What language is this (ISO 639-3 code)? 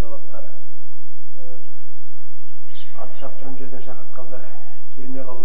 kaz